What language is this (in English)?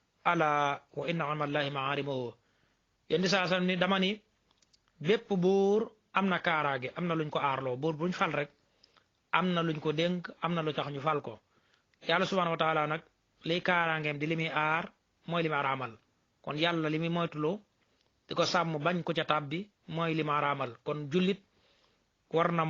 Wolof